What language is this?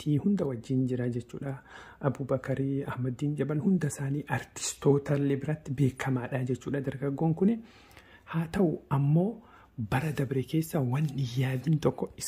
Oromo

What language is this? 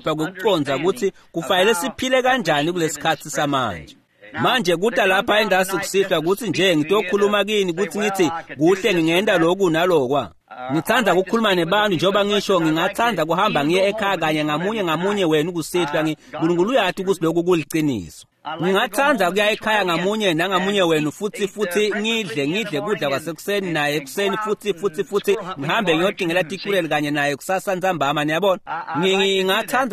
Swati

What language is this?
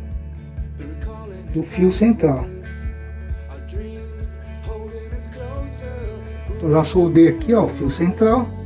Portuguese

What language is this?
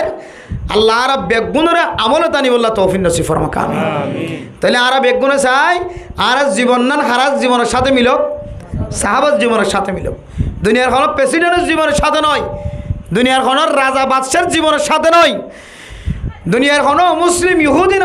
Rohingya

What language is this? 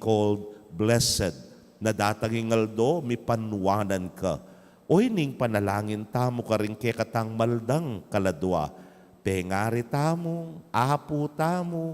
Pampanga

